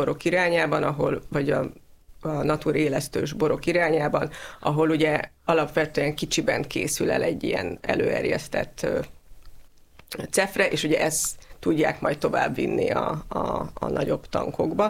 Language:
Hungarian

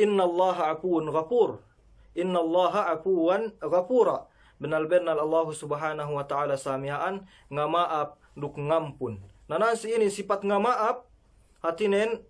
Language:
Yakan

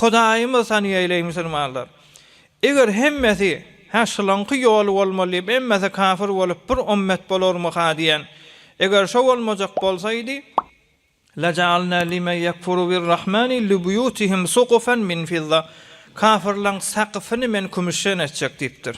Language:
Turkmen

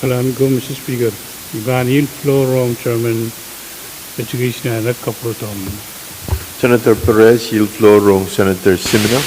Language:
Pohnpeian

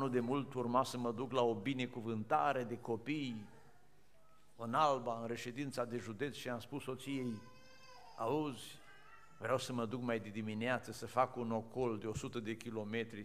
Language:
Romanian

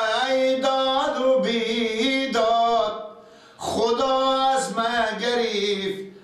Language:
Persian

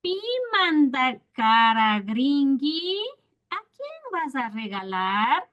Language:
Imbabura Highland Quichua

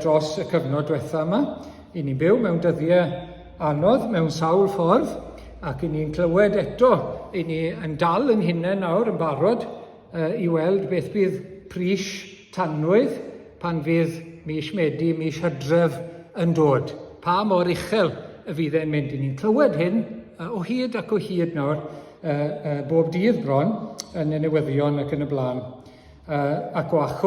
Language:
Welsh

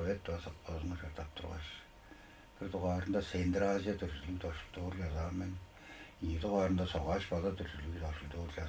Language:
Tuvinian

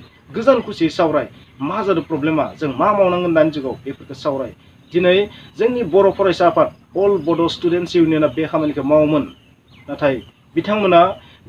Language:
Bodo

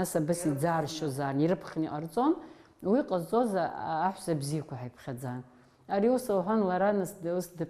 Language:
Abkhazian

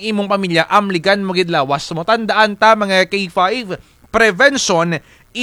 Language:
Kinaray-a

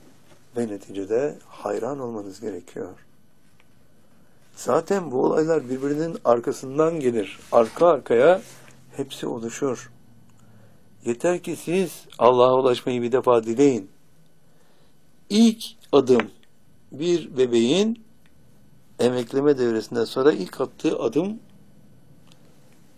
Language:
Turkish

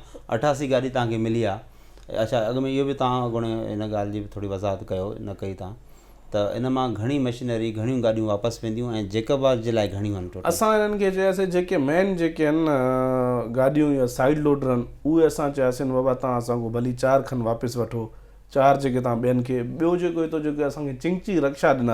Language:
Sindhi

